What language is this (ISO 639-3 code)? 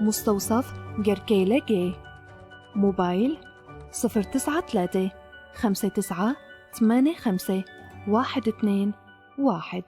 apc